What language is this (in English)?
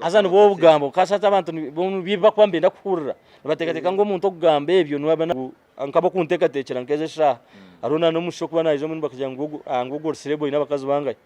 Nyankole